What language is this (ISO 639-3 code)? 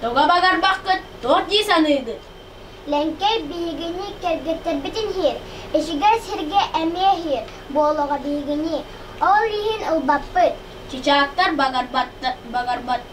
sah